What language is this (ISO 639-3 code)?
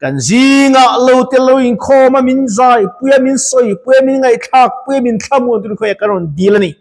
lus